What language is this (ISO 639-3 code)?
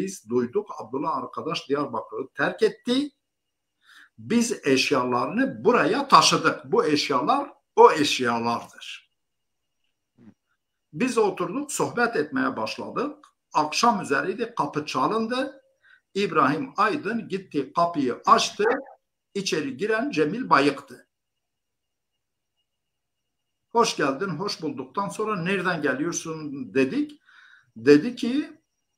tur